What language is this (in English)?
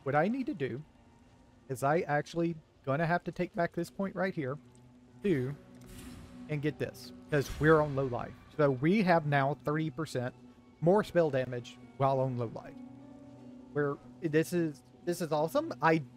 English